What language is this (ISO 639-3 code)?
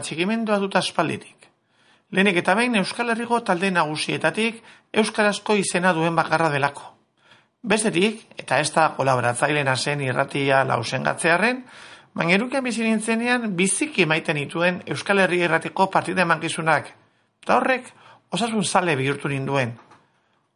eus